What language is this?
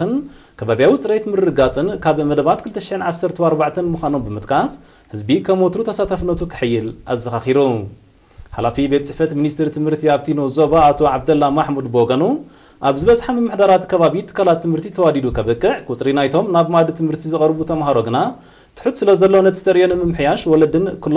Tigrinya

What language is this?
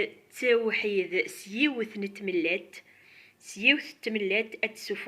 Kabyle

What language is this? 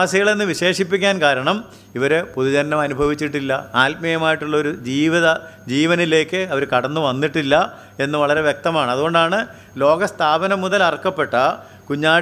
Malayalam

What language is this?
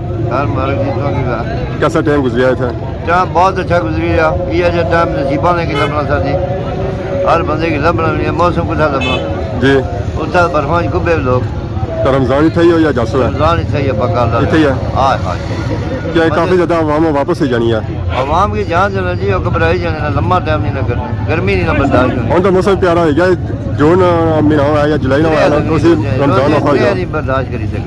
Pahari-Potwari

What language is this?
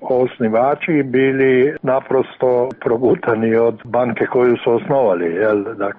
Serbian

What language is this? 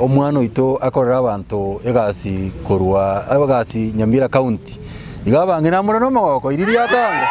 Gusii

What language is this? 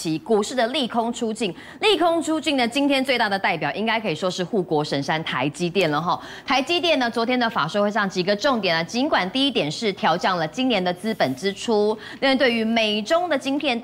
Chinese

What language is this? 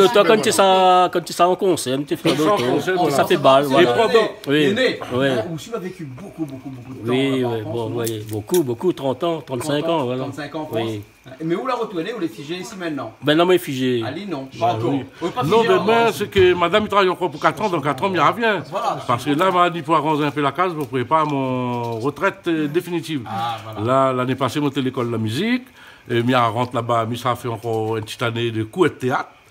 Réunion Creole French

